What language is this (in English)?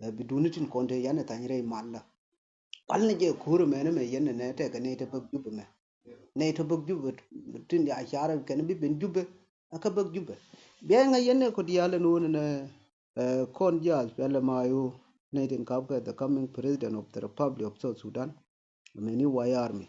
Nuer